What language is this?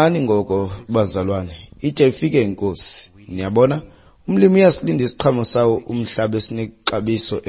Xhosa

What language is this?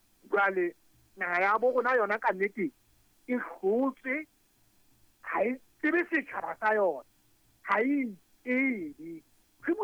Southern Sotho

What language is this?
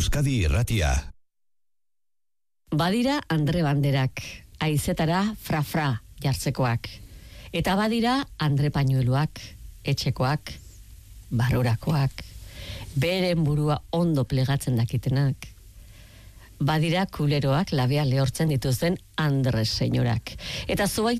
Basque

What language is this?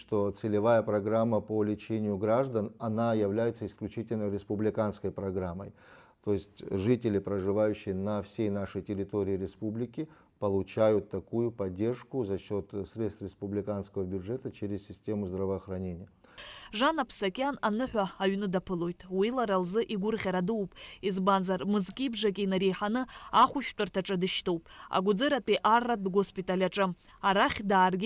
Abkhazian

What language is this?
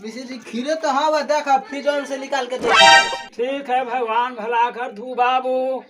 Magahi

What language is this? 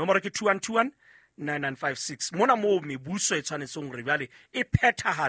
Southern Sotho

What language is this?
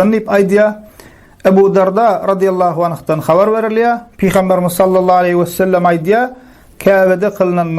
Turkmen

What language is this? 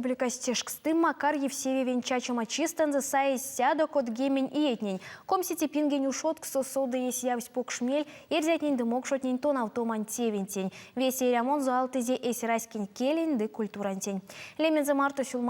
Erzya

